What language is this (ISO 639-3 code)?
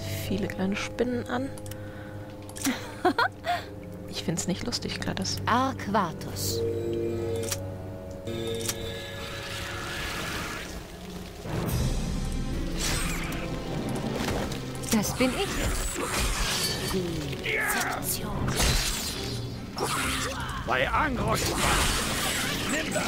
deu